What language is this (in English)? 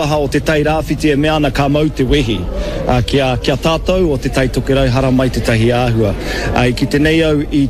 Māori